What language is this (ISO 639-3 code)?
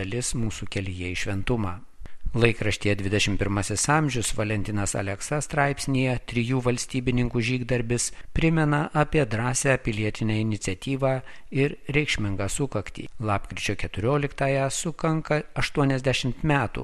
lit